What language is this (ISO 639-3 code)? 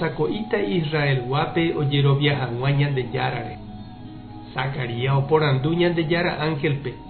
grn